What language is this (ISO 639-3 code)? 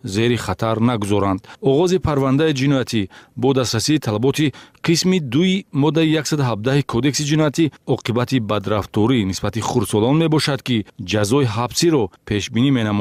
tgk